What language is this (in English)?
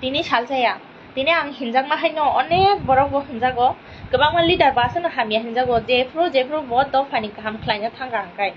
Kok Borok